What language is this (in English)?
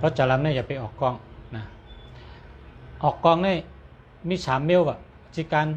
Shan